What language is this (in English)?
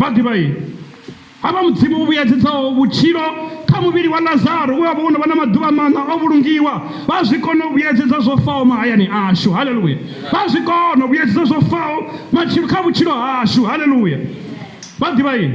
Venda